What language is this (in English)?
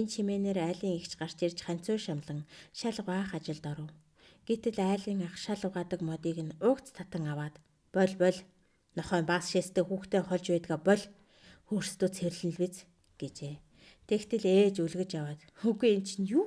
Mongolian